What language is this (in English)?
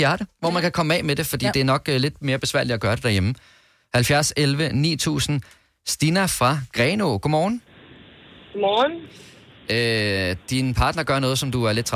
Danish